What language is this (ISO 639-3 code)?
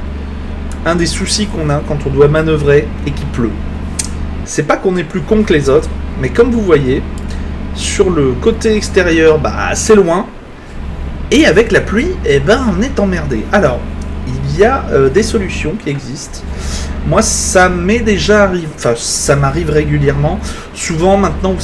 fra